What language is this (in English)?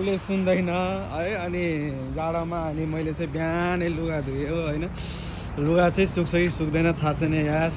Nepali